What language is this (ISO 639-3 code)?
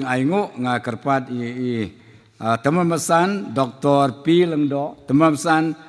kha